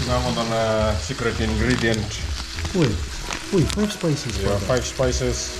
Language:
Fijian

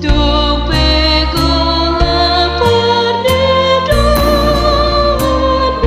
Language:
Batak Toba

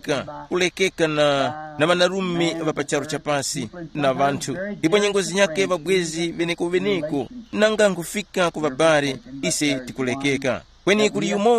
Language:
Tumbuka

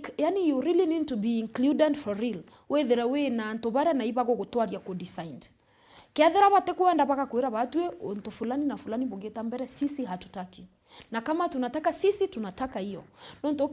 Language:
Meru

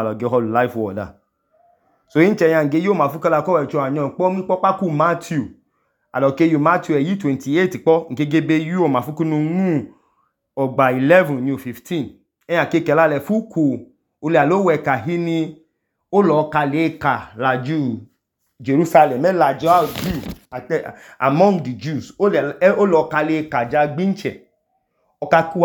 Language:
Idoma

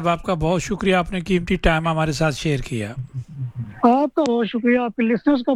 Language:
Urdu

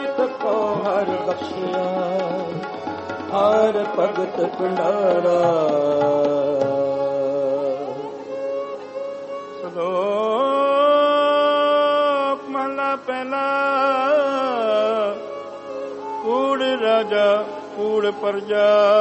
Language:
Punjabi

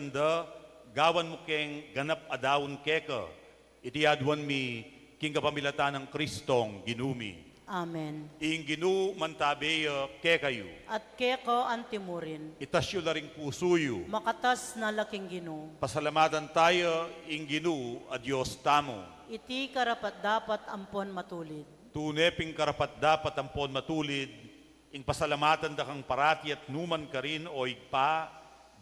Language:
Pampanga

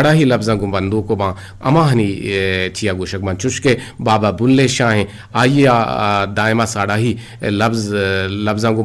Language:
Eastern Balochi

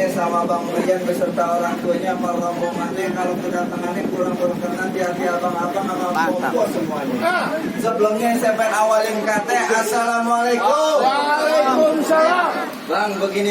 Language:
Betawi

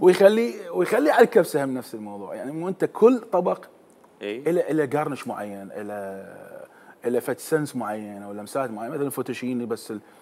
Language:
Mesopotamian Arabic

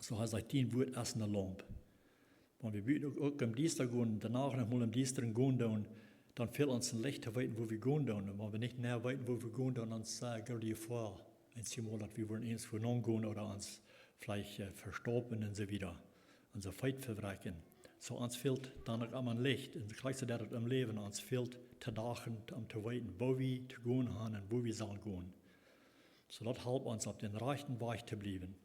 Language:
Plautdietsch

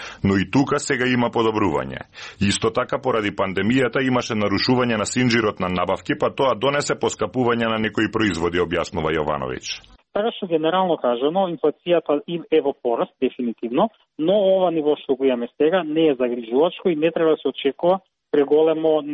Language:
Macedonian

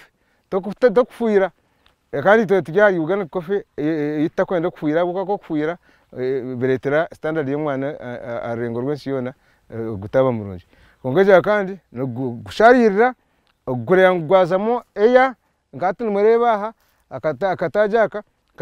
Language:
Nyankole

